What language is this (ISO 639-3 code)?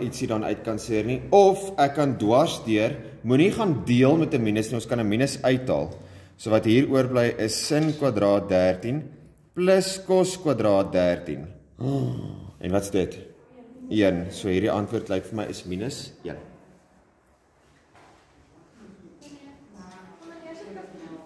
afr